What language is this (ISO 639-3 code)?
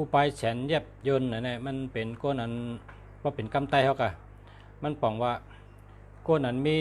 shn